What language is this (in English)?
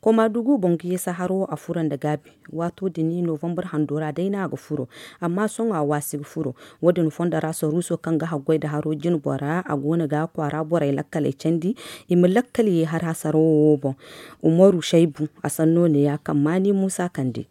Zarma